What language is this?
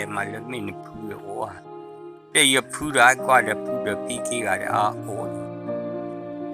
S'gaw Karen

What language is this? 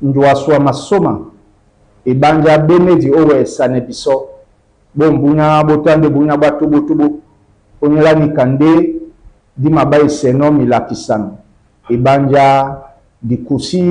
Duala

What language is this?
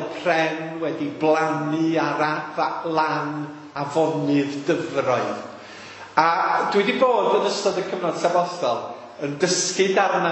Welsh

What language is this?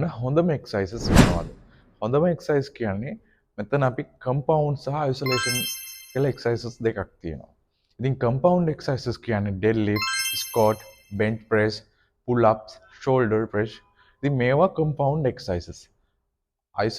Sinhala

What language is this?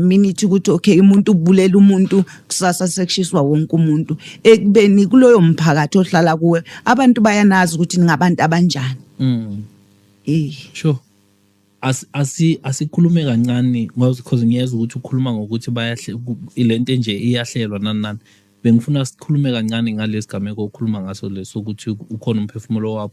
Zulu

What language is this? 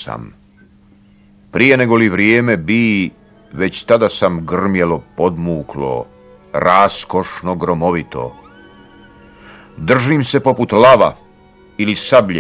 Croatian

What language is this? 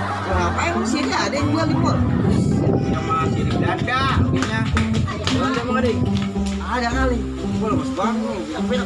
Betawi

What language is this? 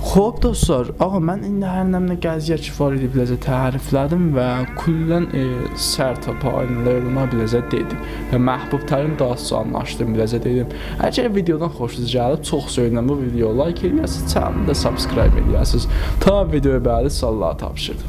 South Azerbaijani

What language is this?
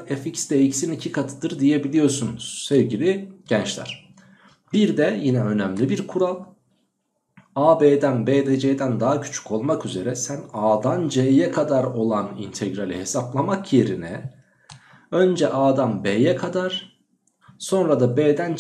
Turkish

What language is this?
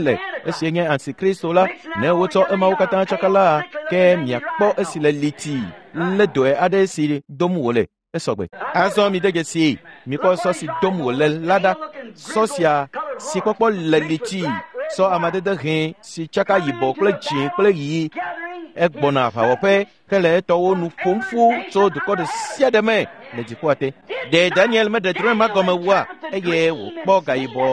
Ewe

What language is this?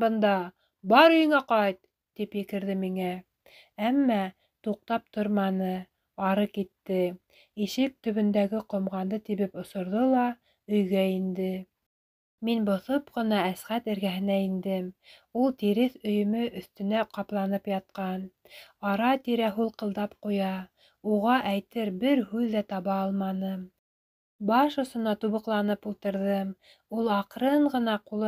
Bashkir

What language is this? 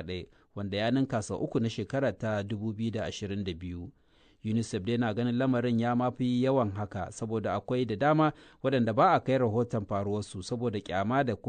Hausa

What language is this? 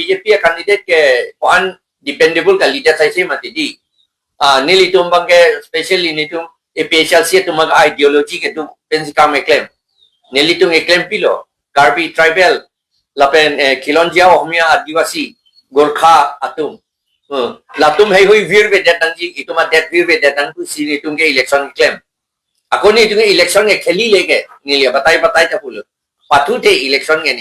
Karbi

